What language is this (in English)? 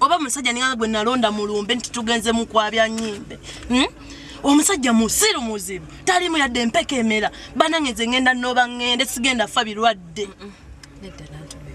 Ganda